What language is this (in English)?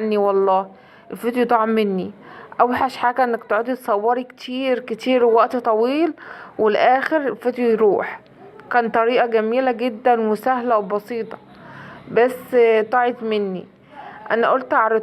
Egyptian Arabic